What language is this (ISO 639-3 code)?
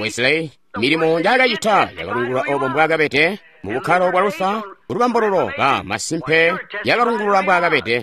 toi